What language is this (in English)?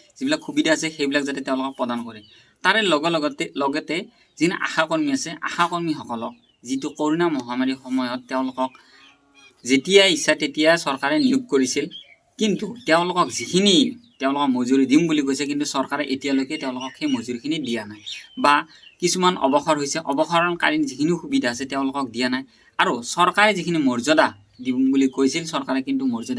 Assamese